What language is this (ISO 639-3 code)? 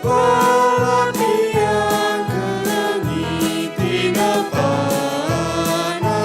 btx